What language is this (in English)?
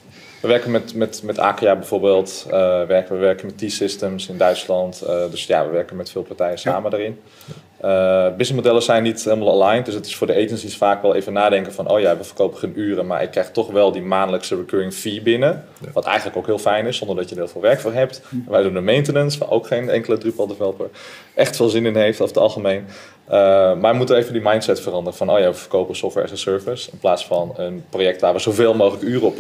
Dutch